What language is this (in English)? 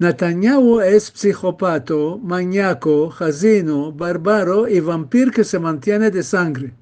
Ladino